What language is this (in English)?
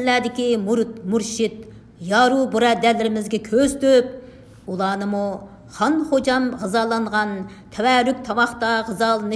Uyghur